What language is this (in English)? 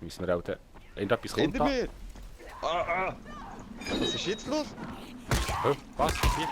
Swiss German